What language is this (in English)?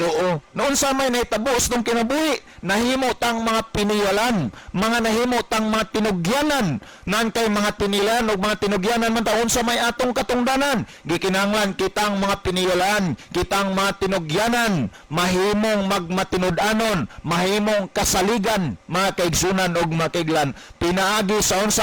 Cebuano